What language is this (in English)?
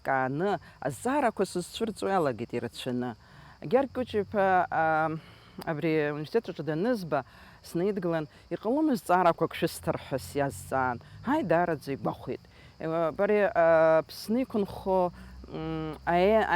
Abkhazian